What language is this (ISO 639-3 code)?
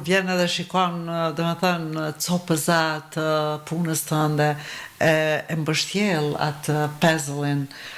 sqi